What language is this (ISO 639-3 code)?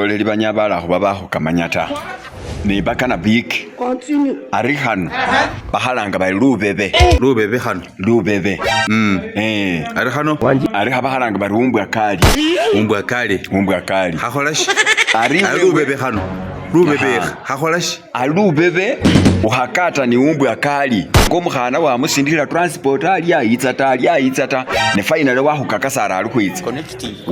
myx